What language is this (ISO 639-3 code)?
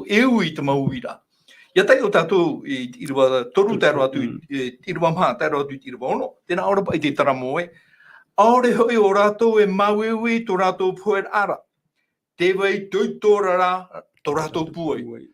tah